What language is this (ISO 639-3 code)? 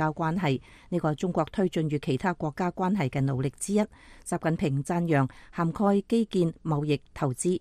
yue